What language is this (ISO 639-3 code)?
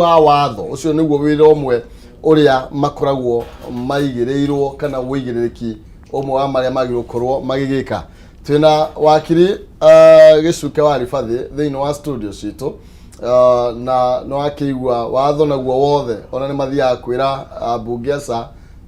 kik